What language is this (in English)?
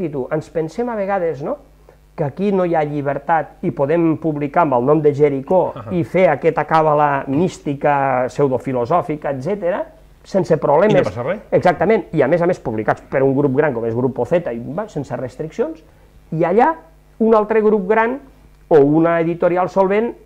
Catalan